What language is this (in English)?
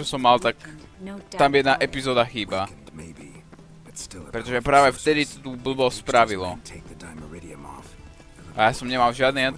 Slovak